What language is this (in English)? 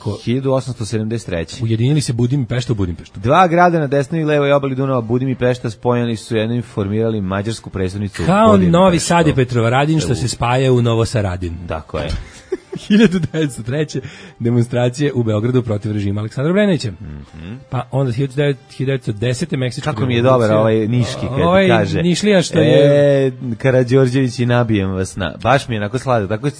Serbian